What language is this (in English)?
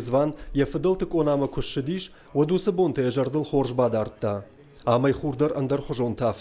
Ossetic